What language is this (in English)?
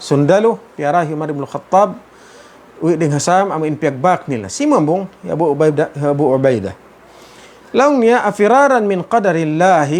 Tausug